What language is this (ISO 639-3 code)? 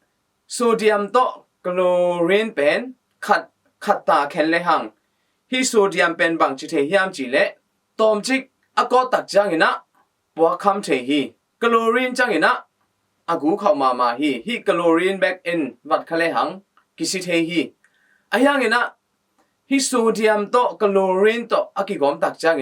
ctd